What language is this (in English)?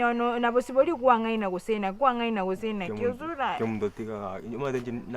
Gusii